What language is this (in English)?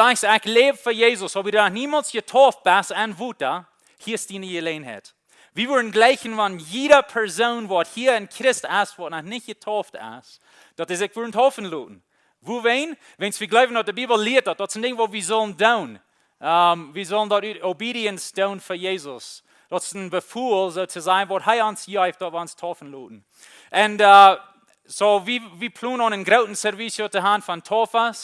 Plautdietsch